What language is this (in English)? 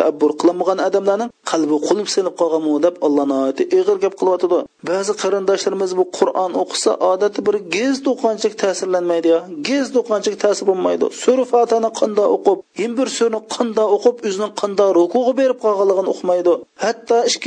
Uyghur